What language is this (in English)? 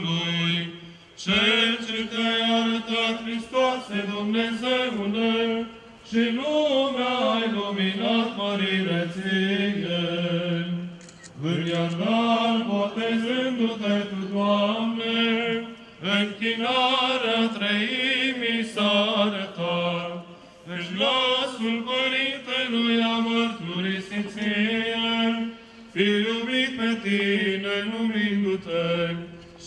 Romanian